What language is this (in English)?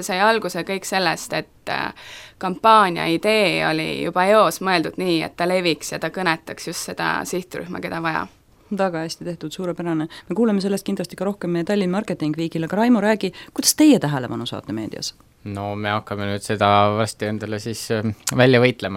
Estonian